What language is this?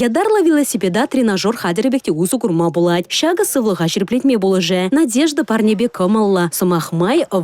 Chuvash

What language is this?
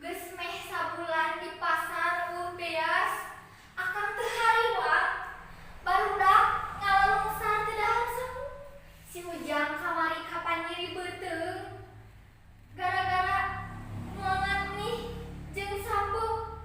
Sundanese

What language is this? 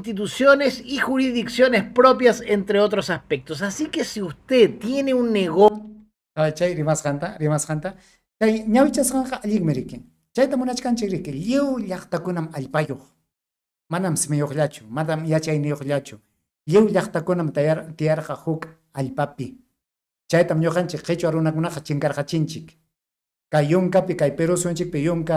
Ayacucho Quechua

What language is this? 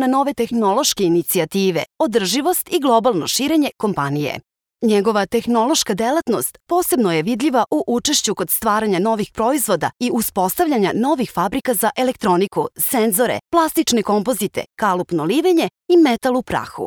Serbian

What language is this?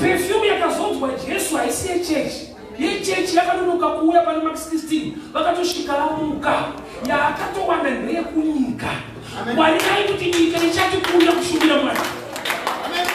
Shona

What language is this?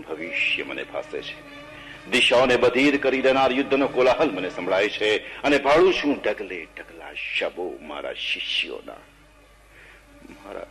Gujarati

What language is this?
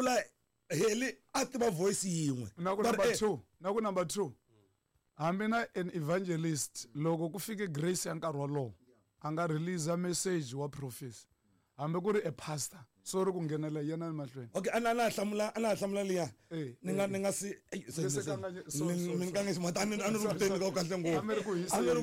Tsonga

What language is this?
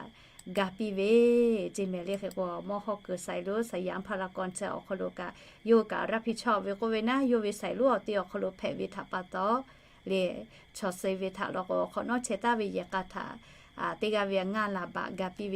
Lahu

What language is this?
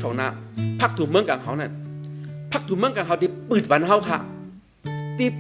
Shan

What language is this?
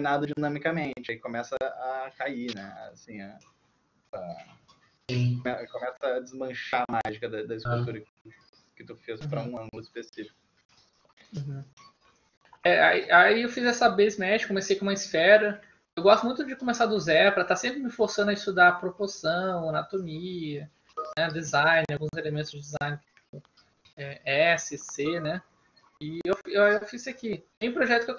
Portuguese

